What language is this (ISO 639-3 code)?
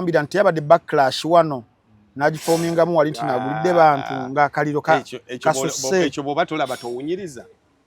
lug